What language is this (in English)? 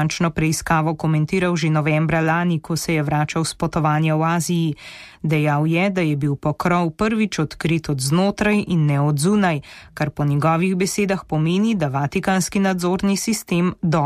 Slovenian